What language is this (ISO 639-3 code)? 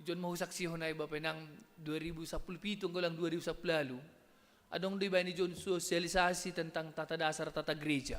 bts